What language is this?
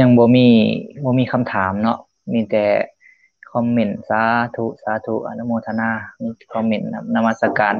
Lao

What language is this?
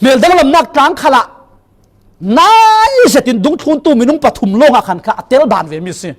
Falam Chin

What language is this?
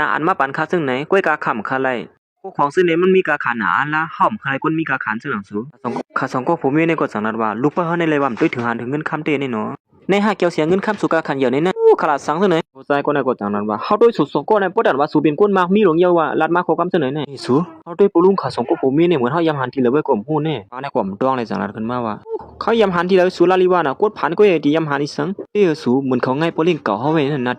Shan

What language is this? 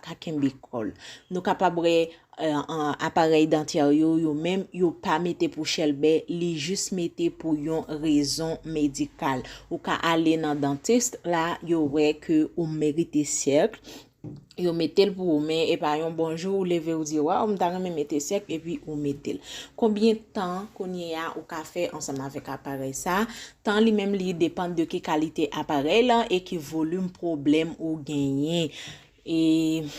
Haitian Creole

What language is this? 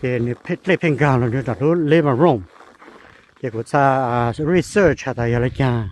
Hmong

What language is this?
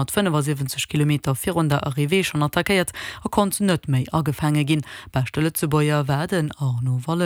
Luxembourgish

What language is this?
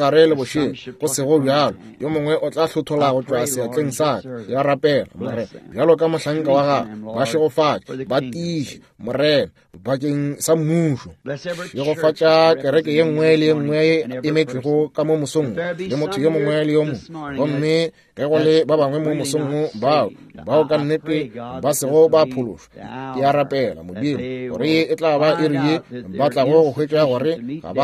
Northern Sotho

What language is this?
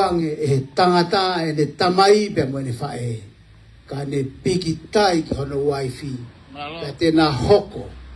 Tongan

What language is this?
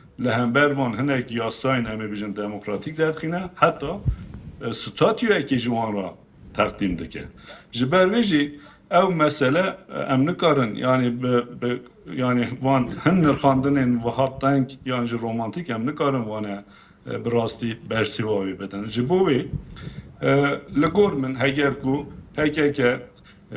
Kurdish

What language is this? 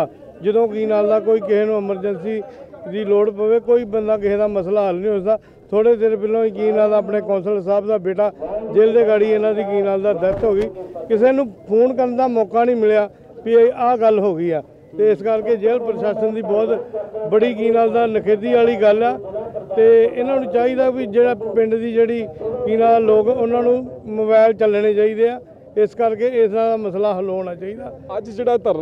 Punjabi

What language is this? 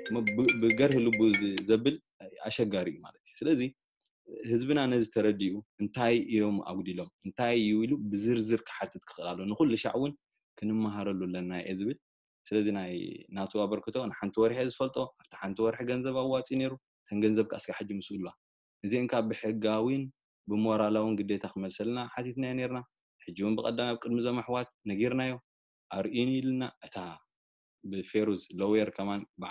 Tigrinya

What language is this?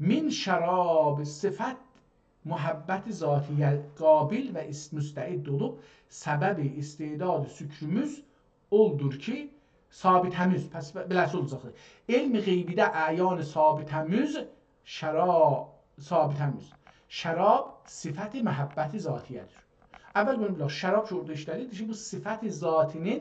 South Azerbaijani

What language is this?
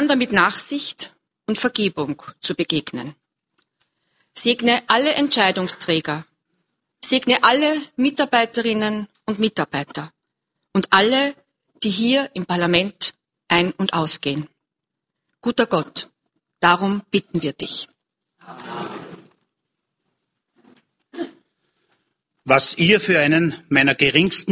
German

